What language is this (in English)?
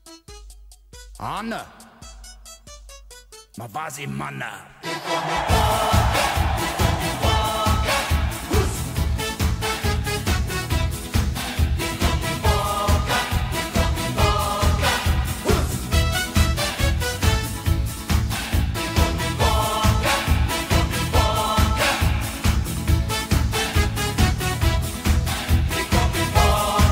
Afrikaans